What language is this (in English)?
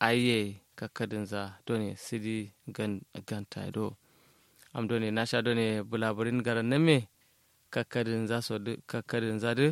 Kanuri